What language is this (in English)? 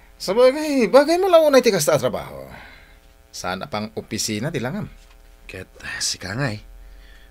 Iloko